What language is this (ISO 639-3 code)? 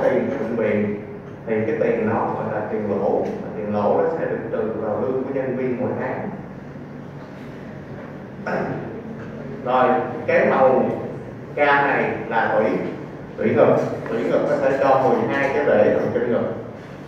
vie